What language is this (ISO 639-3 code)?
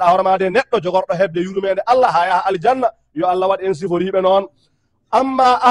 ful